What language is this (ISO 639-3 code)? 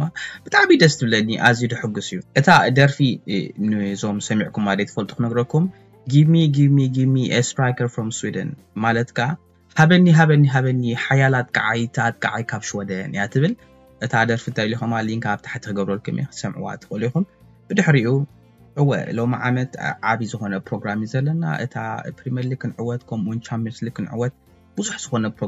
tir